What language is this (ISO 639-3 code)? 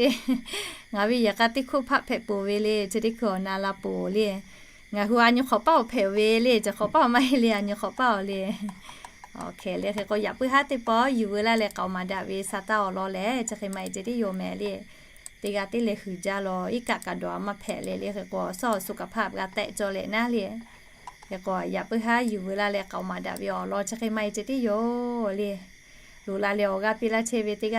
lhu